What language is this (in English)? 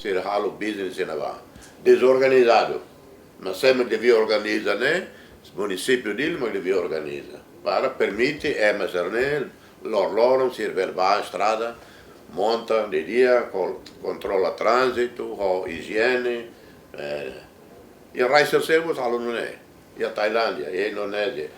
Tetum